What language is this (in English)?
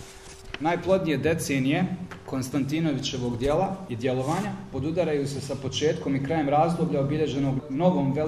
Serbian